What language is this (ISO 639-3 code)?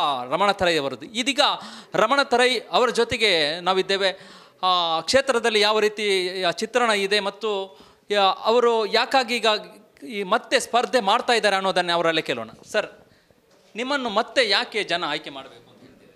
kan